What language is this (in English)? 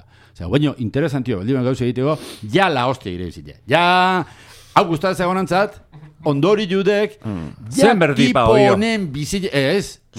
Basque